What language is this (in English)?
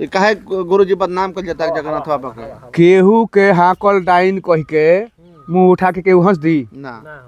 Bhojpuri